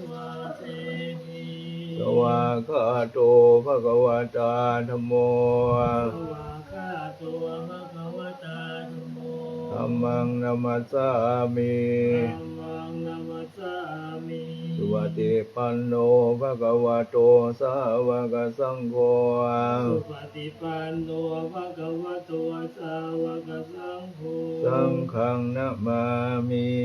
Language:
Pali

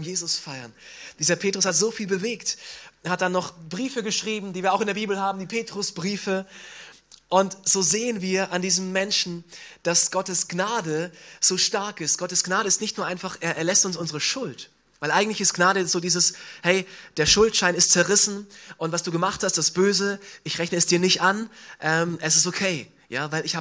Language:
German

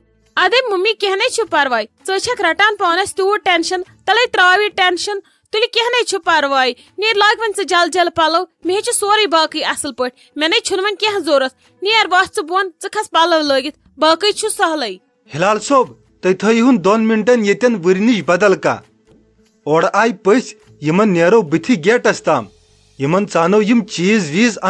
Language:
Kashmiri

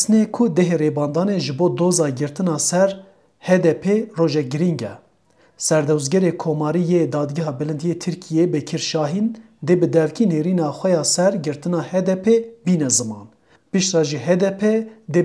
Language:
Kurdish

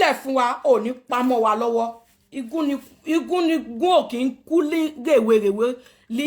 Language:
Yoruba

